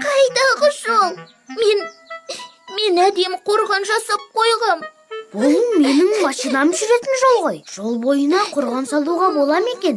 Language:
Kazakh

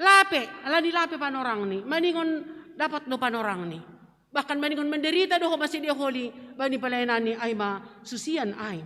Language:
Batak Simalungun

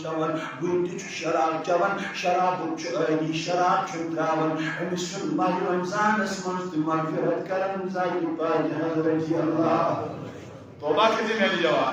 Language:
Kashmiri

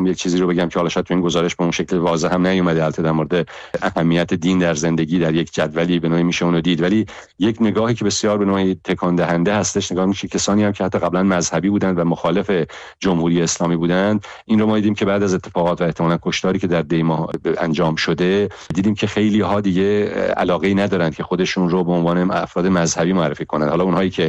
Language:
Persian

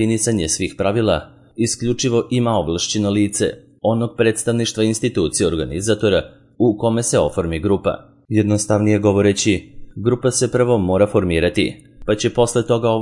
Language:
Serbian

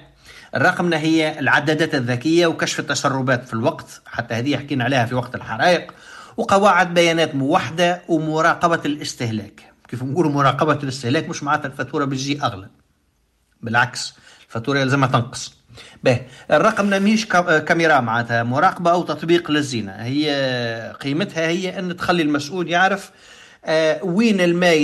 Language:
Tunisian Arabic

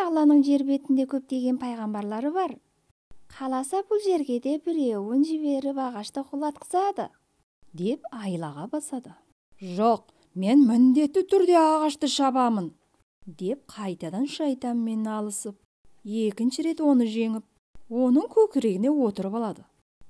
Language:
Kazakh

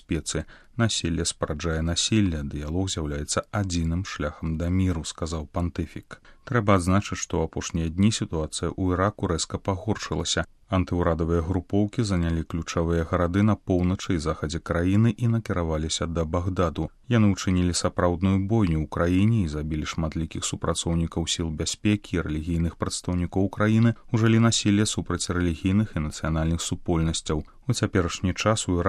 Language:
Belarusian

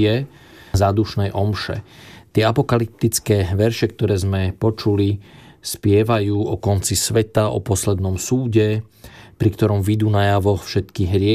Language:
Slovak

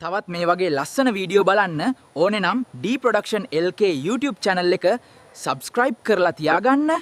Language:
Sinhala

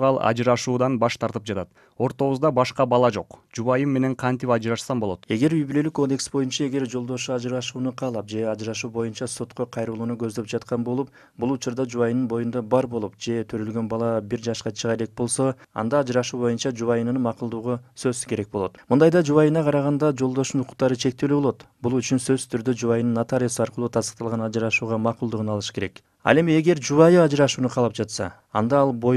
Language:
Kyrgyz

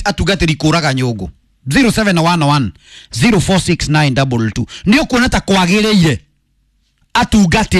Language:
Kikuyu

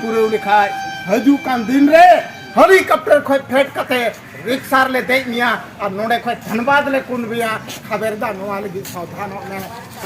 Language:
Santali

